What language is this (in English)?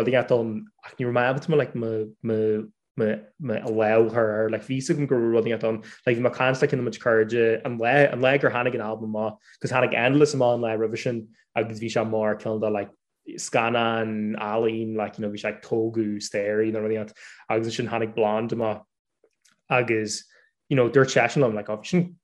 Irish